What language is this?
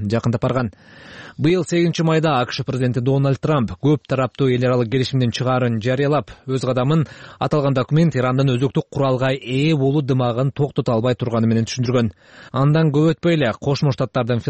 Kyrgyz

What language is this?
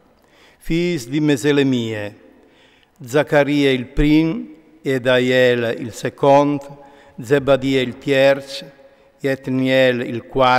Friulian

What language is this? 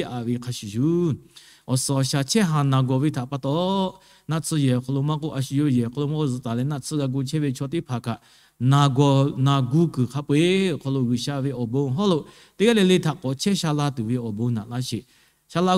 Lahu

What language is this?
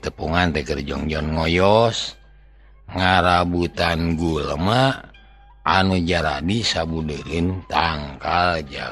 Sundanese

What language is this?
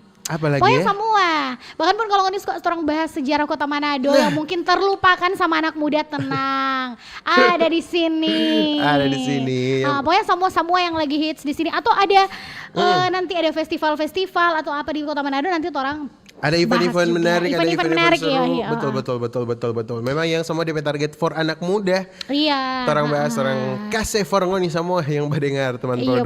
Manado Malay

